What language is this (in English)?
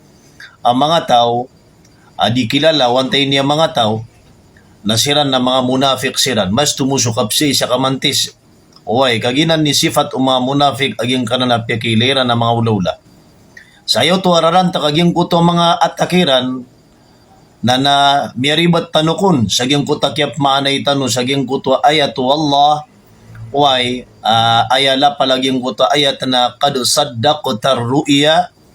Maranao